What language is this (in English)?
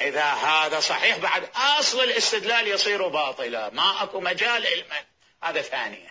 Mesopotamian Arabic